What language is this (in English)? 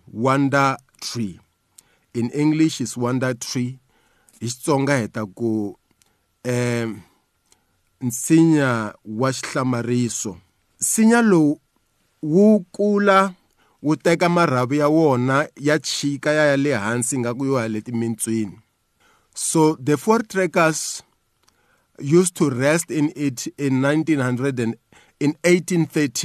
Tsonga